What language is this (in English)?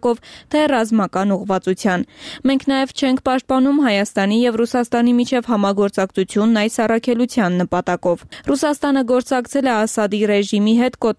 Armenian